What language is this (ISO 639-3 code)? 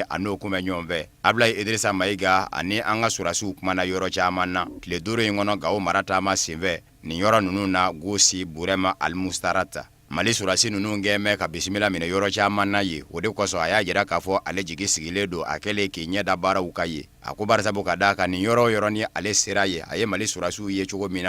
bam